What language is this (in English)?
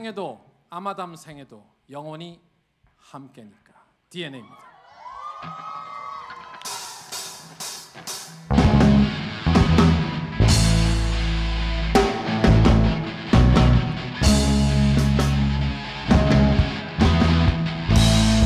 Korean